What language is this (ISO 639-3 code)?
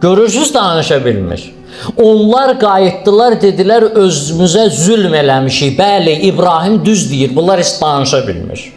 aze